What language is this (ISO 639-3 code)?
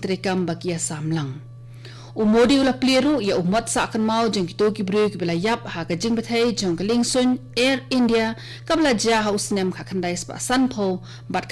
kha